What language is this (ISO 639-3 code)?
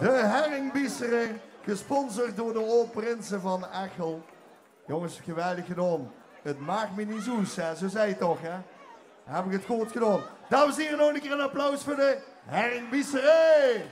lim